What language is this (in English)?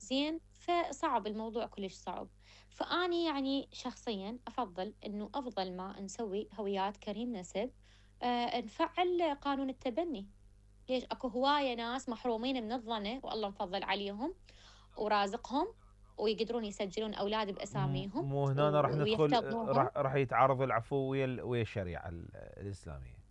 Mesopotamian Arabic